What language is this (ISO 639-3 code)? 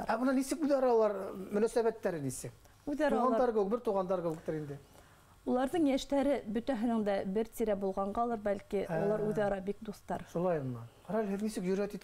bak